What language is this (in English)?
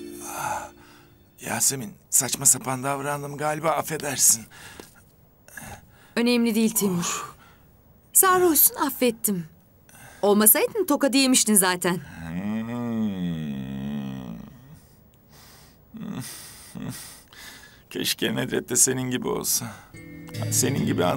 Turkish